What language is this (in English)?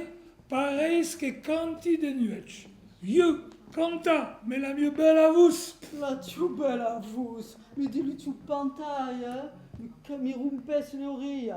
Occitan